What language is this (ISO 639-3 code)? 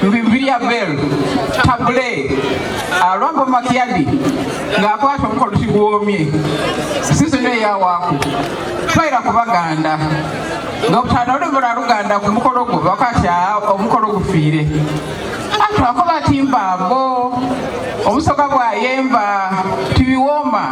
xog